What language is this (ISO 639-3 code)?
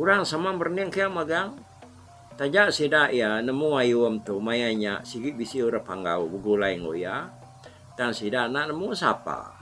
iba